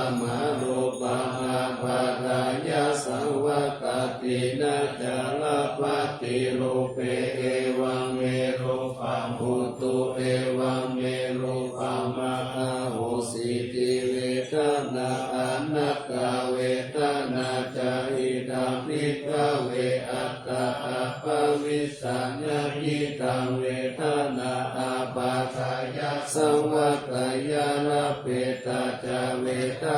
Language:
Pali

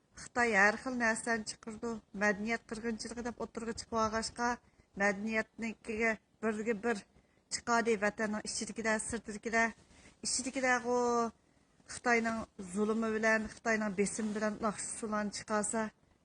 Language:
Uyghur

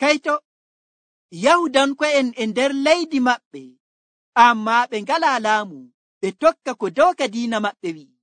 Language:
Nigerian Fulfulde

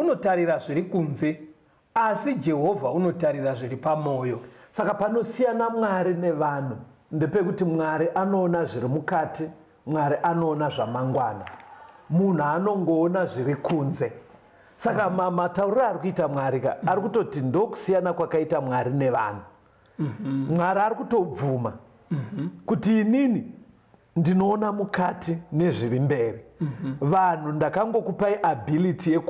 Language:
Shona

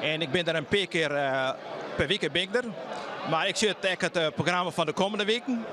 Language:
Western Frisian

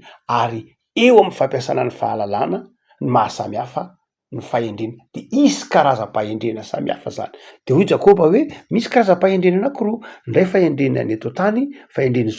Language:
Malagasy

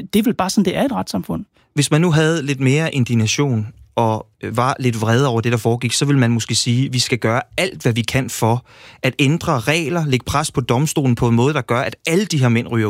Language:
Danish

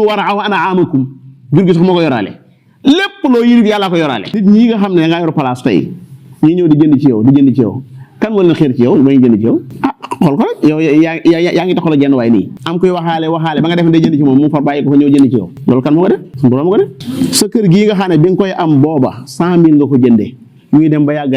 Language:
Wolof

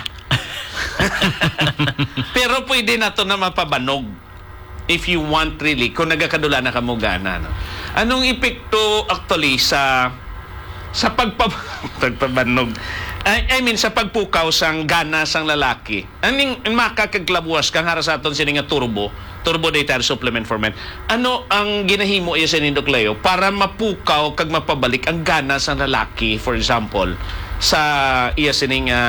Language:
Hiligaynon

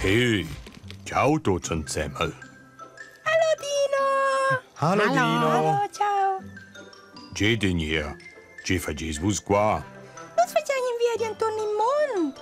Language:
Romansh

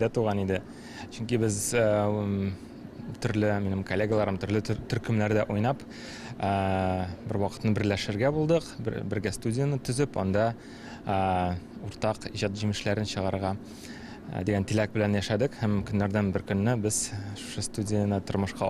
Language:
Tatar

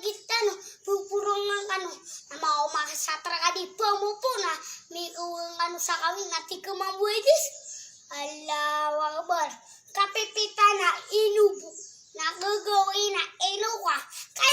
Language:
Maranao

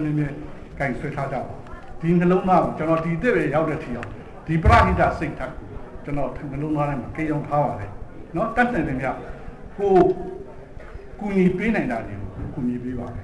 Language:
Burmese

